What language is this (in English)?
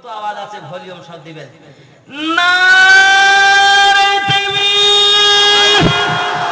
Bangla